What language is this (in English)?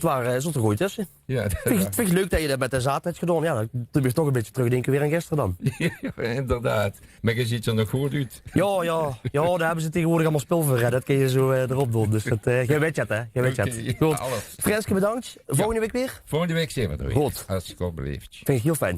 Limburgish